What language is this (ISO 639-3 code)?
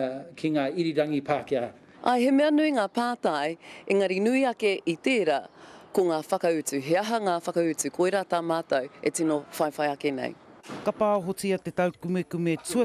mri